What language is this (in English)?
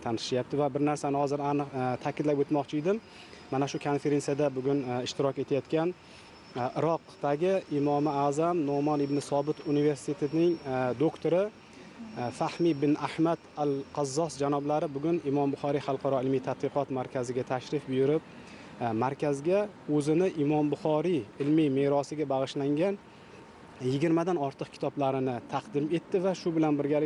Uzbek